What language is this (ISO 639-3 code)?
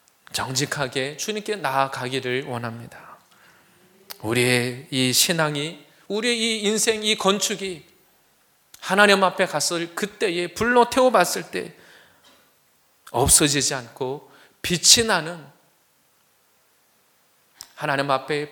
kor